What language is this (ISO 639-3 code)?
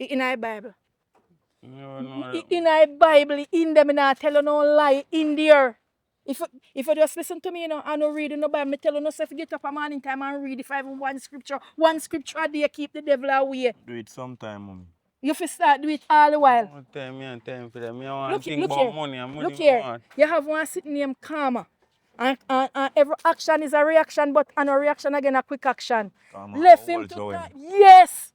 jam